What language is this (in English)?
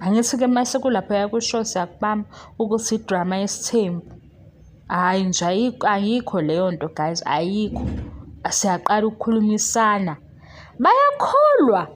Zulu